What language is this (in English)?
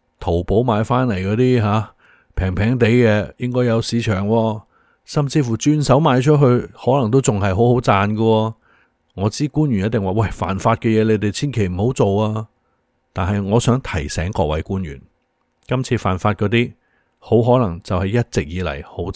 Cantonese